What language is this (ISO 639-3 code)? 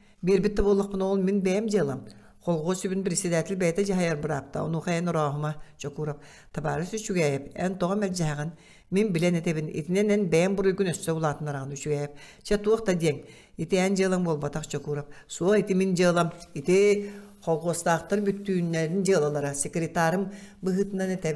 sah